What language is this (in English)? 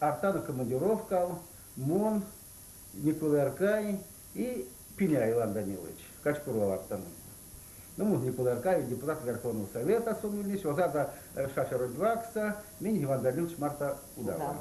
Erzya